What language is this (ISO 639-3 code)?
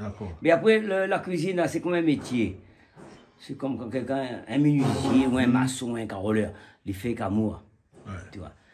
rcf